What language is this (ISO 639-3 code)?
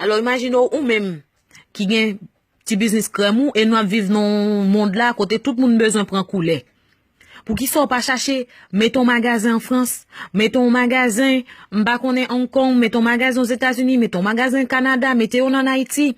hat